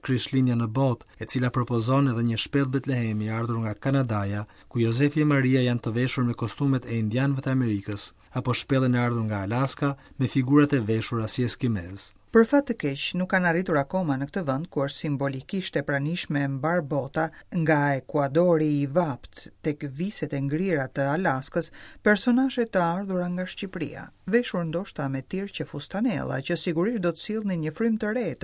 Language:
Albanian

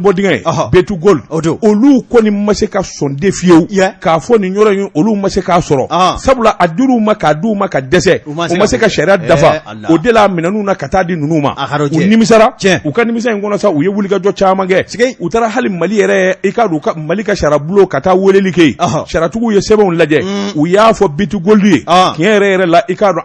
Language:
Bambara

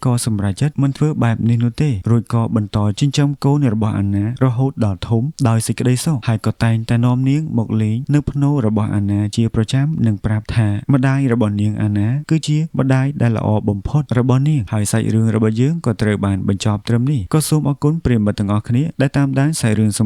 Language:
Khmer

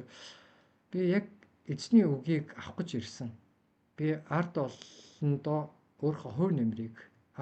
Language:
Mongolian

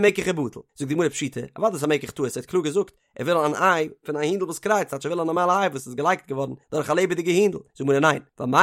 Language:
Yiddish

